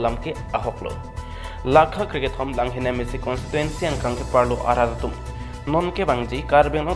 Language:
Karbi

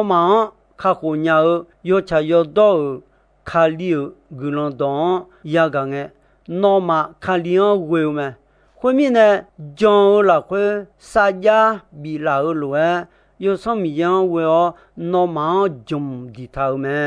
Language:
Akha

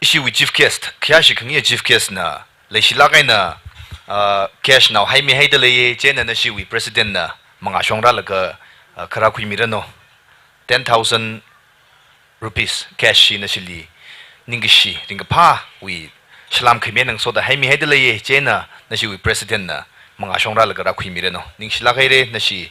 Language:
Tangkhul Naga (India)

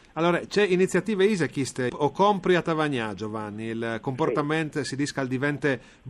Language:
Friulian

